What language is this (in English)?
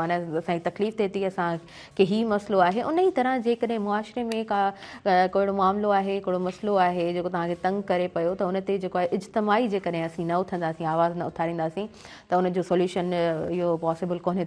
Sindhi